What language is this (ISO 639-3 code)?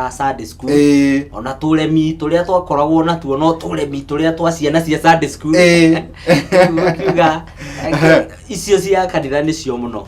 kik